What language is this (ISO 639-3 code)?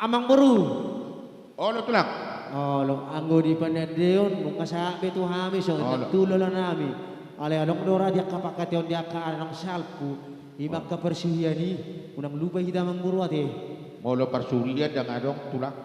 btx